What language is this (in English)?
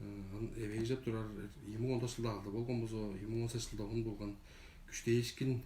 Tuvinian